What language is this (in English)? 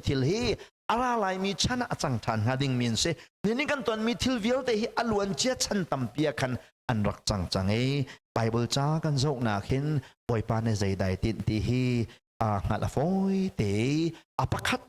Hakha Chin